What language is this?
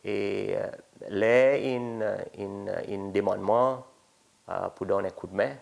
Seselwa Creole French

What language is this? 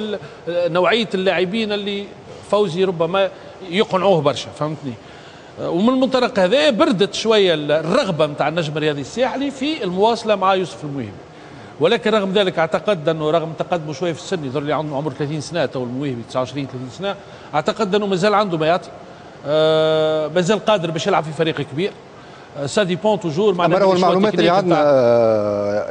Tunisian Arabic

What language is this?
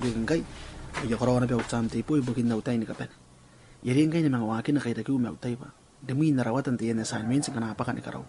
Gilbertese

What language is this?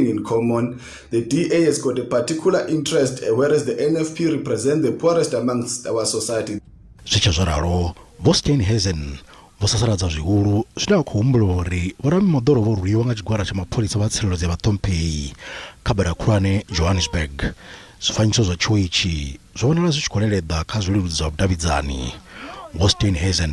Venda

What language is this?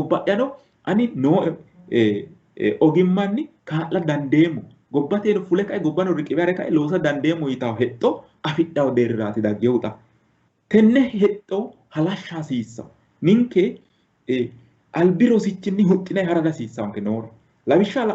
Sidamo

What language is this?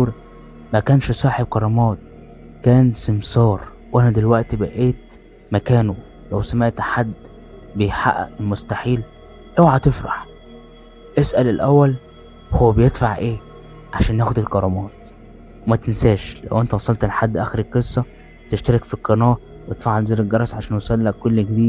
Egyptian Arabic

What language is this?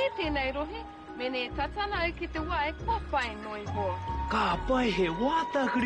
Māori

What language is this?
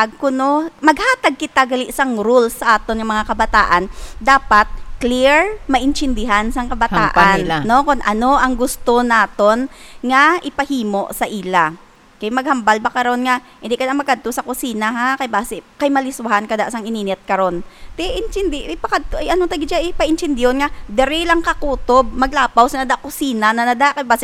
Hiligaynon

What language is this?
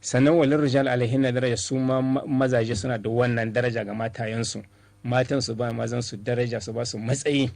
Hausa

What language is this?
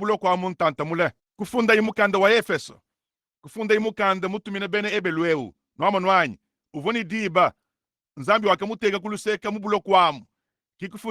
Luba-Lulua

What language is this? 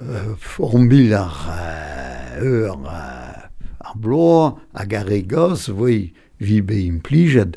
Breton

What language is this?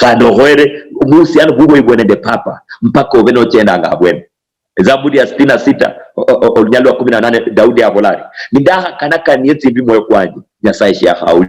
Luyia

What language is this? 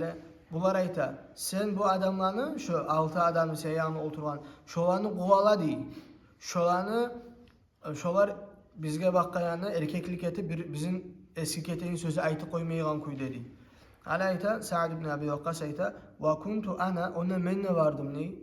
Kumyk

